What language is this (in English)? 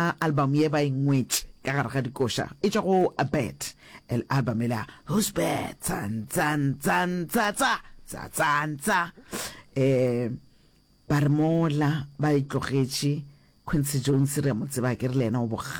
Northern Sotho